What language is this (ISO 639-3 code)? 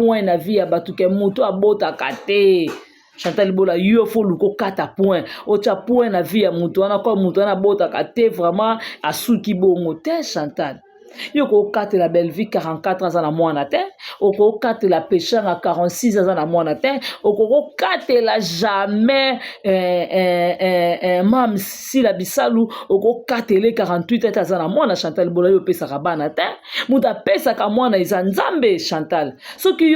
lin